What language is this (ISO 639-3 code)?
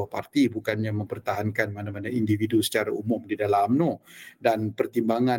msa